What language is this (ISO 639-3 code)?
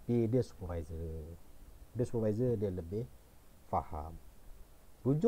msa